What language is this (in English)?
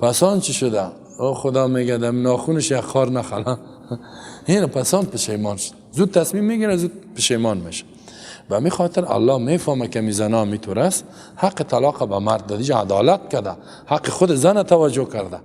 Persian